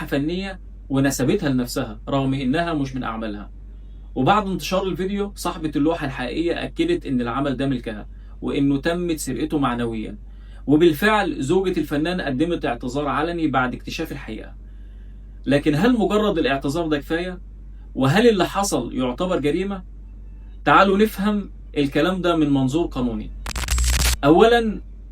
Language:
Egyptian Arabic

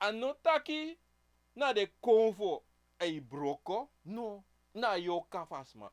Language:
Sranan Tongo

